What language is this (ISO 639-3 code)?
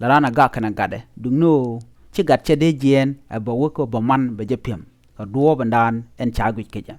nus